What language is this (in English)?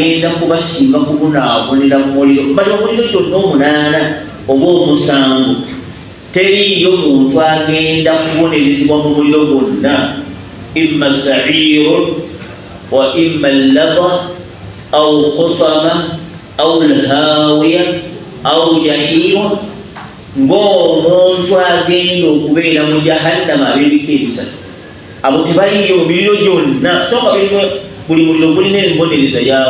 Ganda